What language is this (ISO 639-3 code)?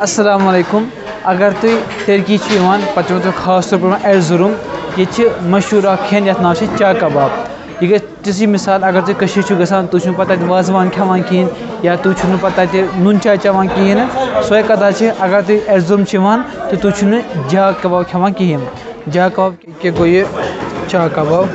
kas